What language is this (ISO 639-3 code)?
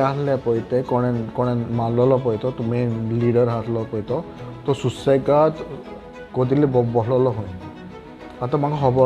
kok